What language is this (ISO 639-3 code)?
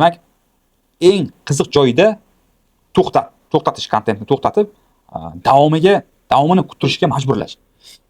uzb